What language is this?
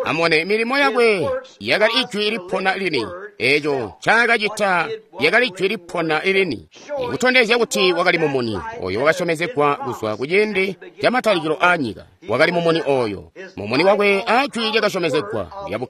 Tonga (Zambia)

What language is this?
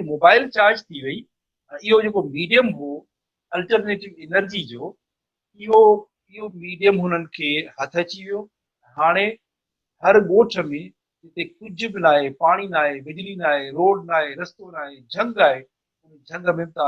Sindhi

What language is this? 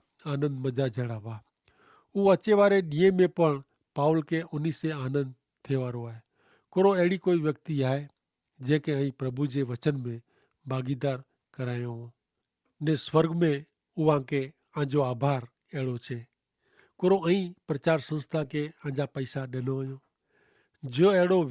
Kachhi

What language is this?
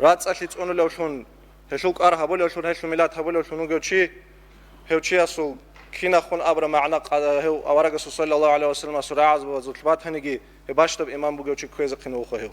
Avaric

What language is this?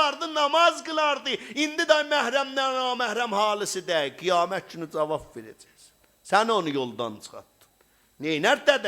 South Azerbaijani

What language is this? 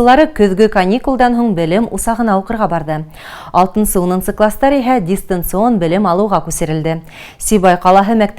Bashkir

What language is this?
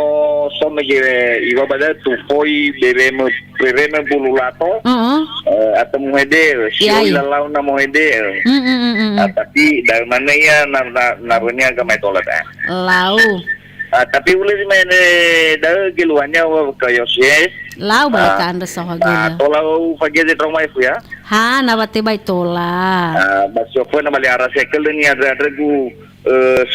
Nias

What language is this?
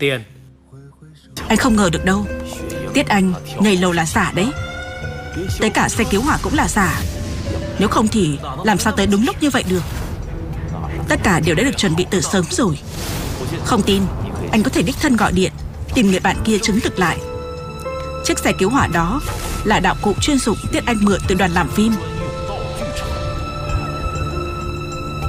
Vietnamese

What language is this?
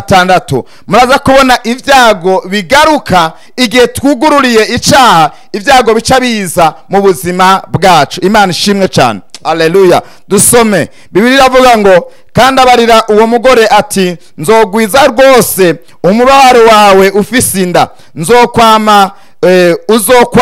Rundi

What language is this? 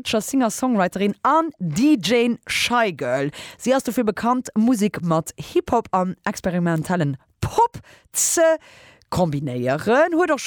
Luxembourgish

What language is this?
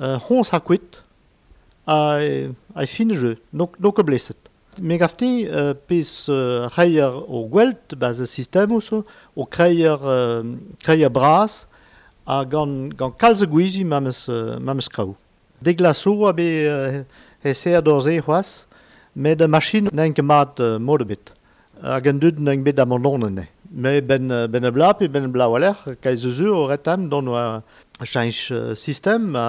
Breton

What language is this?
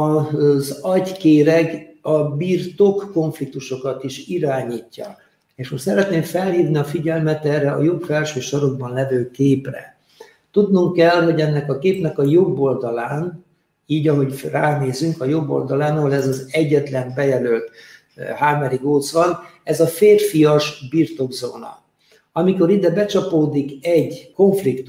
Hungarian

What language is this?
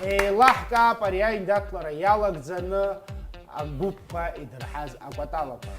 Abkhazian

